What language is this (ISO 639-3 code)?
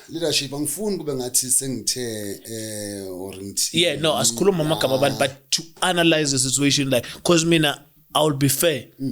zul